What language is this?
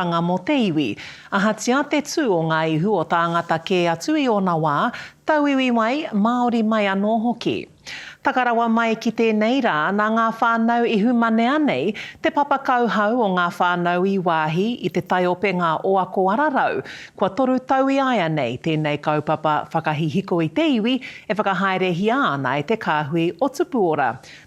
Māori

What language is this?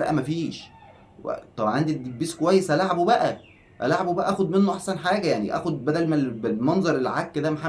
Egyptian Arabic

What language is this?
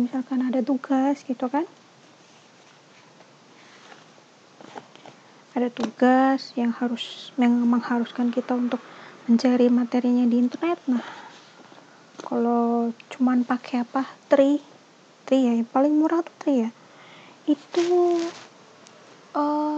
Indonesian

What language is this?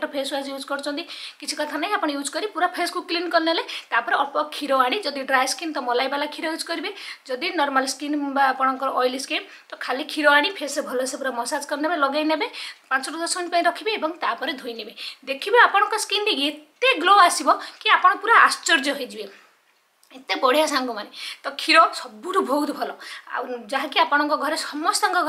Odia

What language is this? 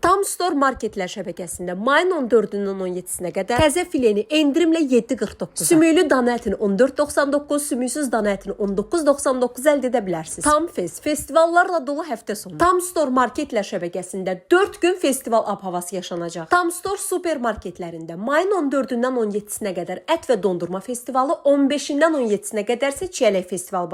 Azerbaijani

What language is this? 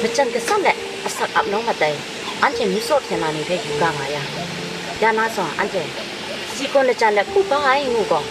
Kachin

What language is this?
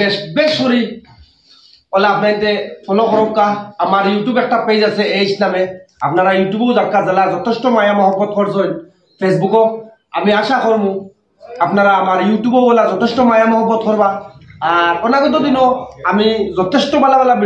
Sylheti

